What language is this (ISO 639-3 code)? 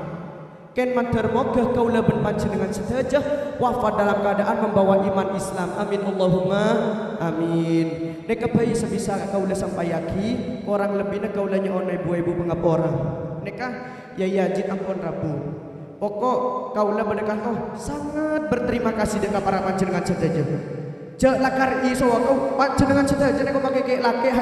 mad